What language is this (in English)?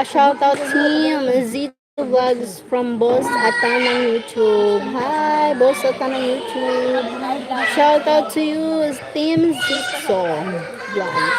Bikol